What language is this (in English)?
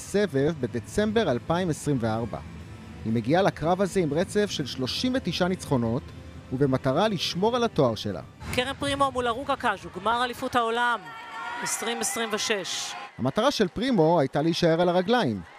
Hebrew